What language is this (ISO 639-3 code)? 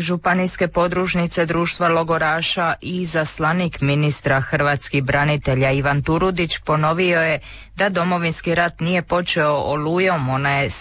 hrv